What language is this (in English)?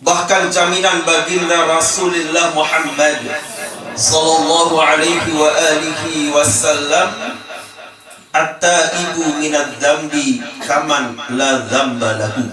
Sasak